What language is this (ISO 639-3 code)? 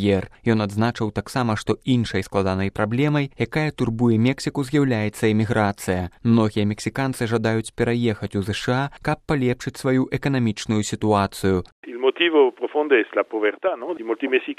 bel